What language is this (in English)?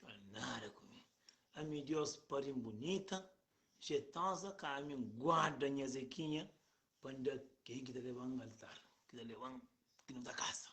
Kabuverdianu